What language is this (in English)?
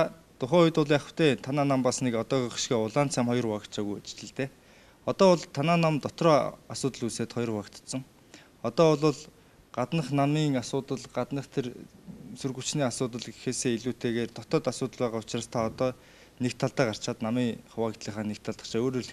Mongolian